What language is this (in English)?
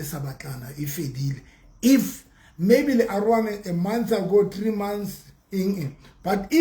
Southern Sotho